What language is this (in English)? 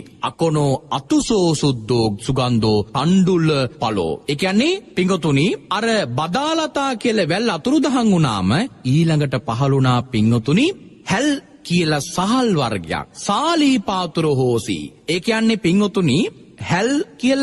Sinhala